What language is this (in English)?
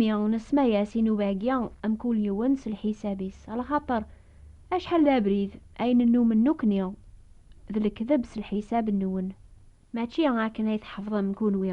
Kabyle